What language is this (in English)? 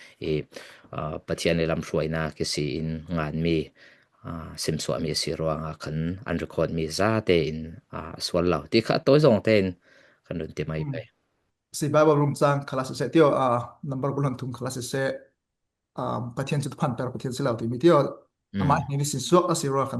Falam Chin